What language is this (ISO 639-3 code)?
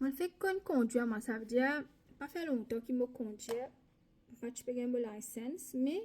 mfe